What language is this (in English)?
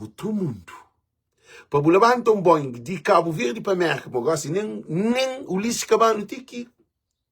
Kabuverdianu